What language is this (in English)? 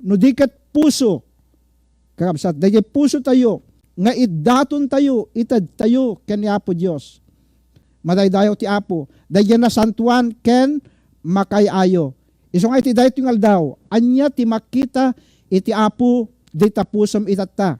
Iloko